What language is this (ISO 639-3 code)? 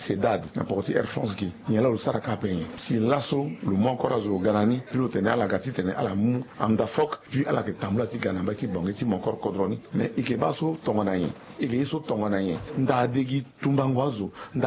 sag